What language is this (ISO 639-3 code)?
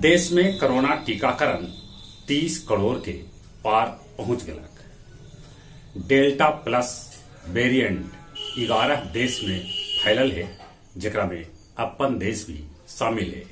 mag